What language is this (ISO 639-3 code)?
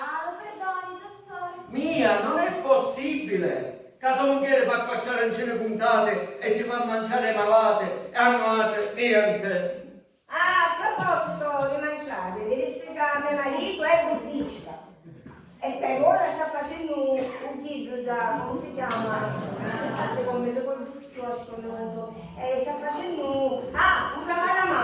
scn